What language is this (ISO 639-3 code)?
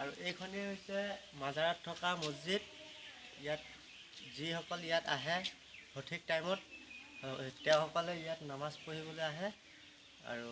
asm